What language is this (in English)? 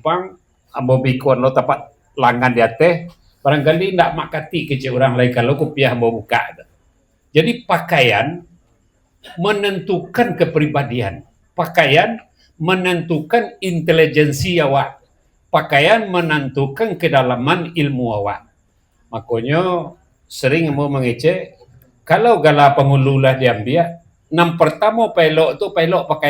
Minangkabau